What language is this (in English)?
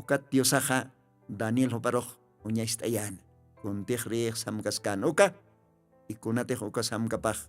Aymara